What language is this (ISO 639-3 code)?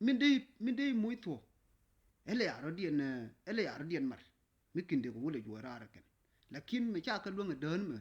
nus